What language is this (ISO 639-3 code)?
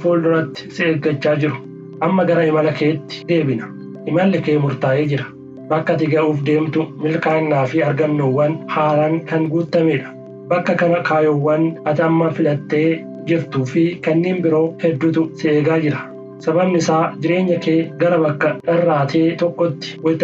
orm